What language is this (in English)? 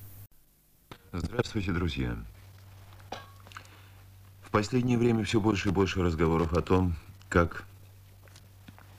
Russian